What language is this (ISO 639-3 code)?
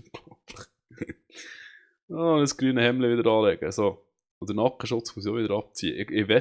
gsw